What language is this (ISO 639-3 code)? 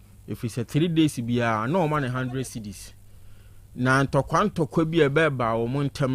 aka